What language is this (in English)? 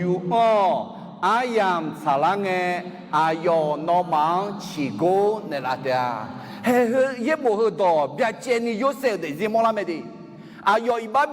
Akha